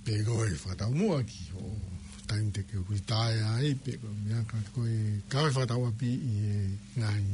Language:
Tongan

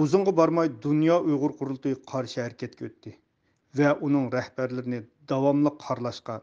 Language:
Uyghur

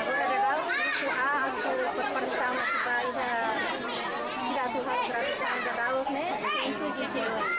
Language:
Tetum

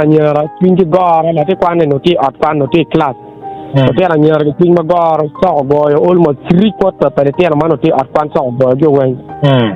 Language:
Acoli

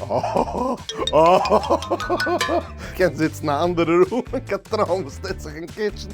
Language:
Yiddish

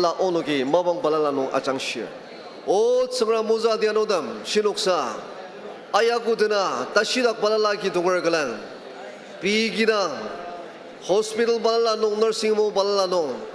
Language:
Ao Naga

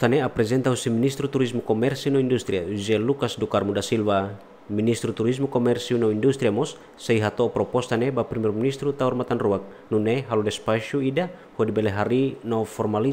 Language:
Tetum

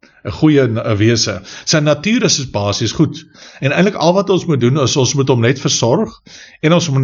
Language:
Afrikaans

